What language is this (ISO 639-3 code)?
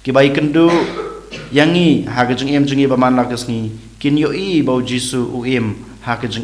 kha